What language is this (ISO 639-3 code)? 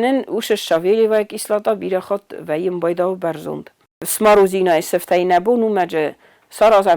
oss